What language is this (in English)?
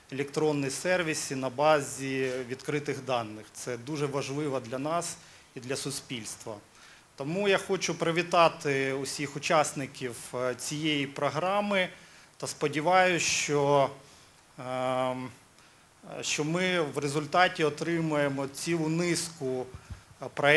Ukrainian